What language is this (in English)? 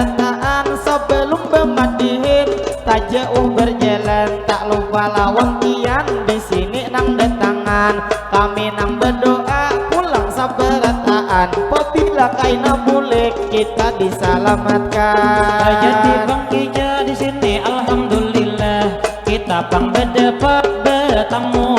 Banjar